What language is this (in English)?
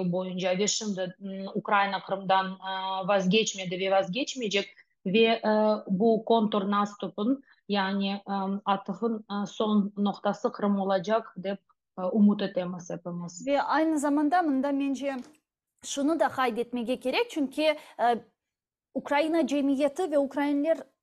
Crimean Tatar